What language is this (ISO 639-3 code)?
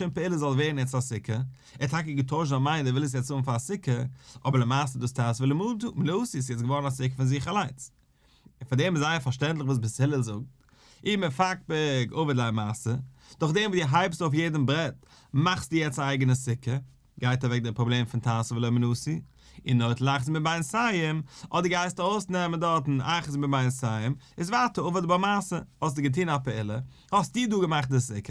yid